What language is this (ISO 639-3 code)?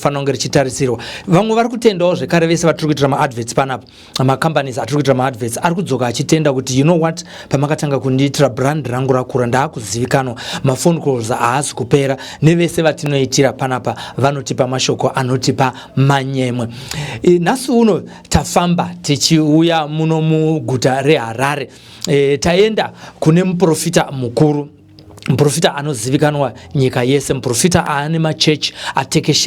sna